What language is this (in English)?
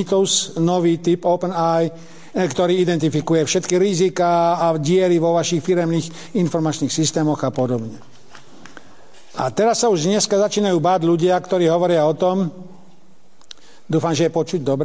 Slovak